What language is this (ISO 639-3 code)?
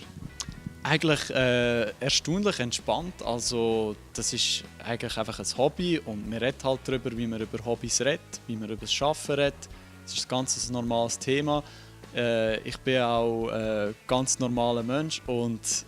gsw